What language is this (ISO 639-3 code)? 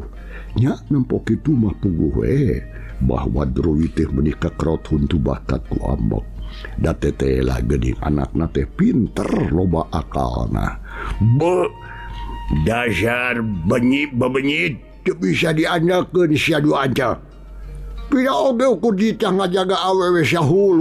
sun